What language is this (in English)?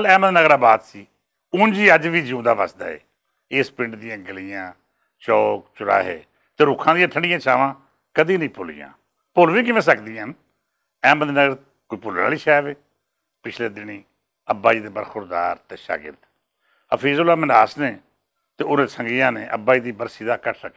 Western Panjabi